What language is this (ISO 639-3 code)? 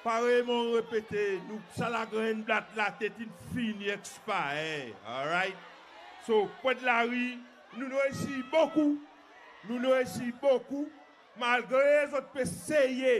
crs